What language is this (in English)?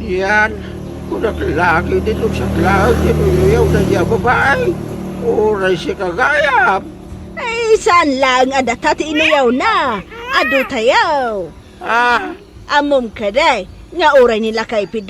Iloko